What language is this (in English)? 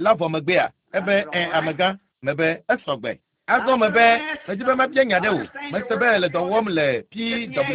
Ewe